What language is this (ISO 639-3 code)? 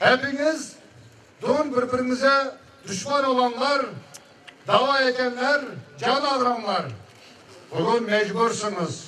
crh